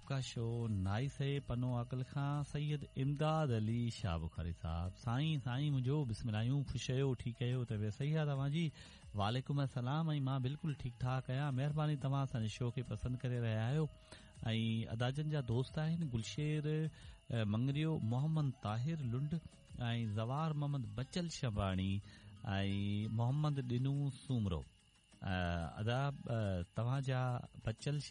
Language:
Sindhi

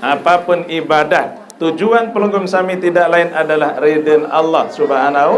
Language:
Sasak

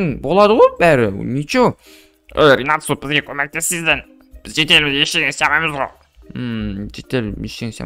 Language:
Kazakh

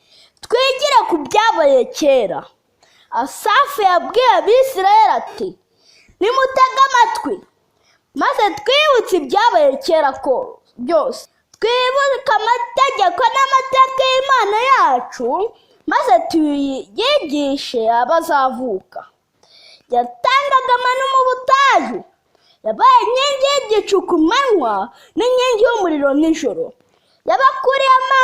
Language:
Kinyarwanda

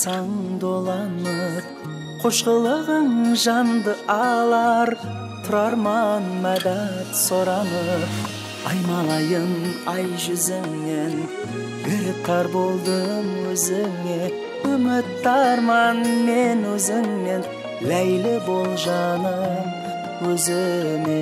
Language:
Kara-Kalpak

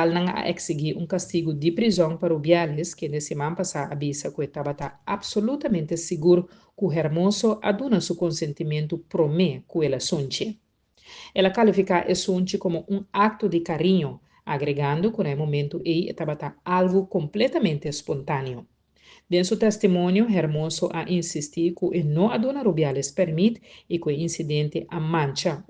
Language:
Papiamento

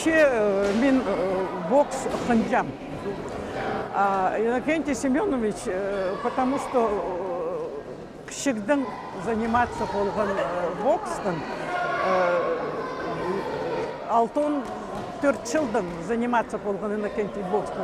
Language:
Khakas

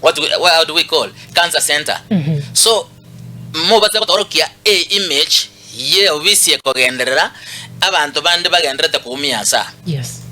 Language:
Gusii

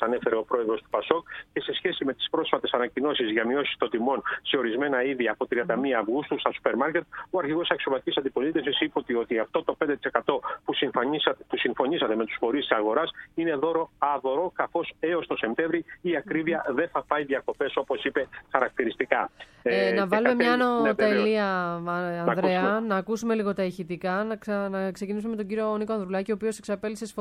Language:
Greek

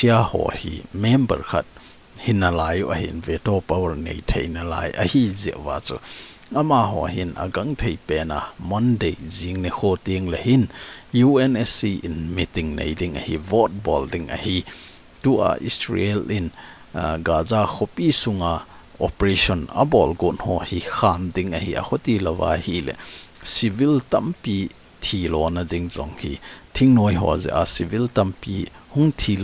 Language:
Thado Chin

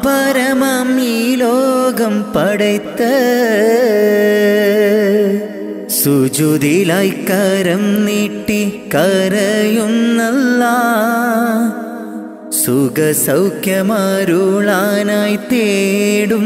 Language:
Malayalam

